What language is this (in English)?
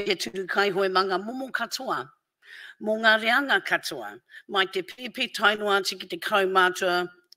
Māori